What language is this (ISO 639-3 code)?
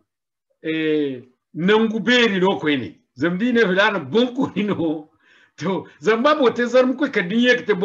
dje